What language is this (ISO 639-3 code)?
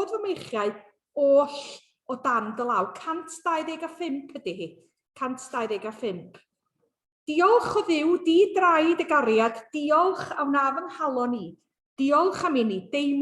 cym